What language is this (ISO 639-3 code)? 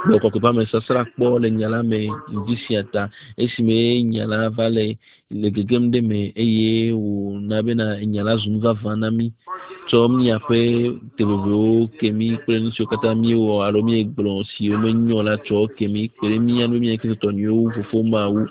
ewe